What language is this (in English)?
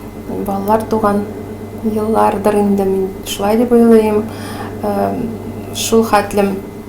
Tatar